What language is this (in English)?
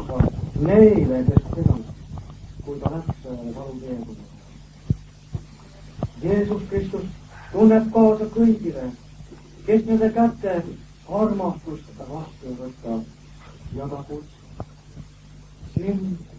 Estonian